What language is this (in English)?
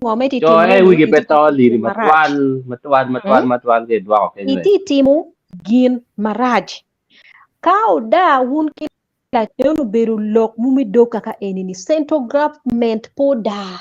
Acoli